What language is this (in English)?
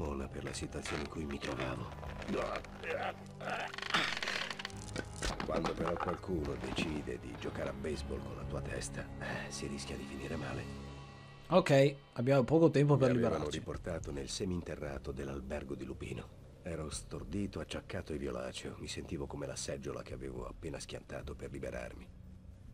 Italian